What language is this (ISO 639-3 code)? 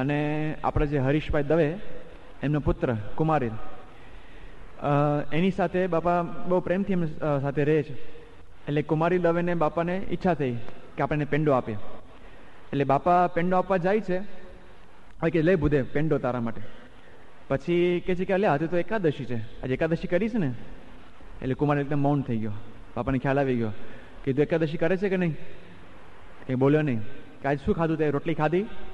guj